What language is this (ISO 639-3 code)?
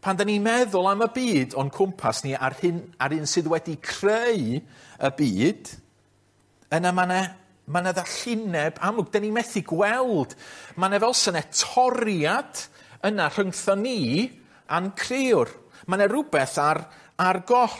cym